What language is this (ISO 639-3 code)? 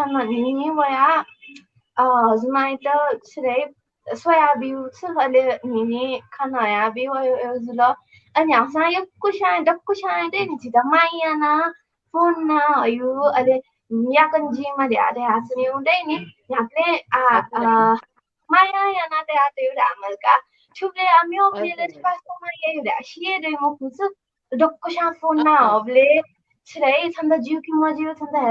new